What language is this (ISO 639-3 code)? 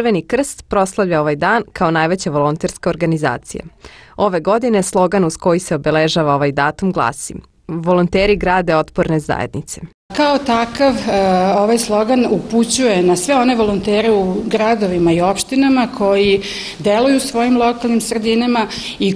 srp